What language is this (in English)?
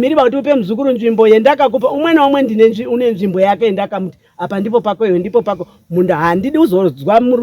Shona